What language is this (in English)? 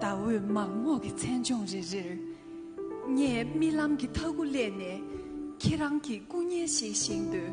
Tibetan